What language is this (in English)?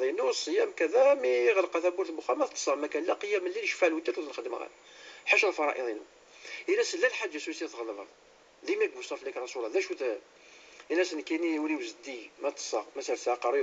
Moroccan Arabic